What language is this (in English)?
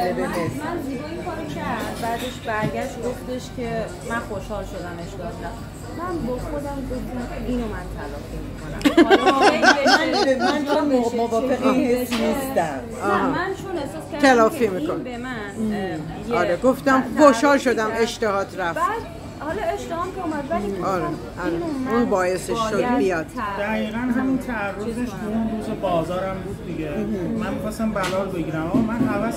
Persian